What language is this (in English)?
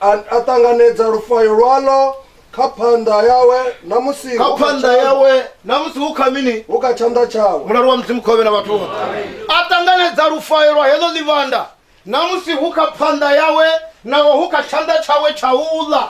Venda